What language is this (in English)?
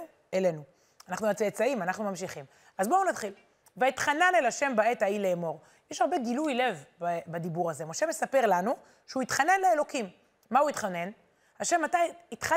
Hebrew